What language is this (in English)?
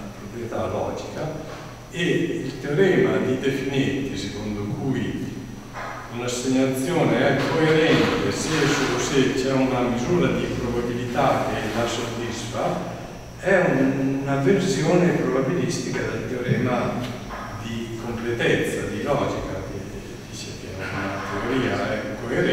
Italian